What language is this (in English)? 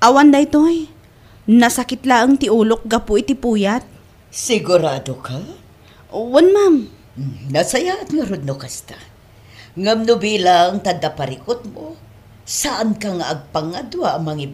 Iloko